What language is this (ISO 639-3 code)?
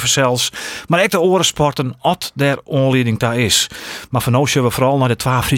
fry